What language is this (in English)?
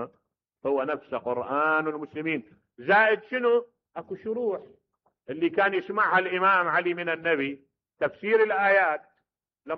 Mesopotamian Arabic